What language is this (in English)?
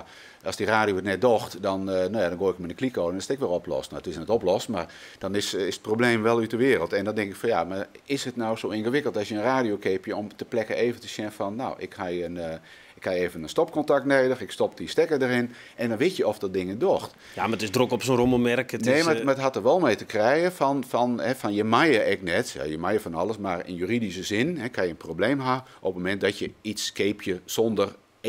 Western Frisian